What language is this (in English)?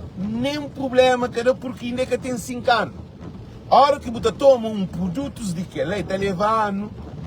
Kabuverdianu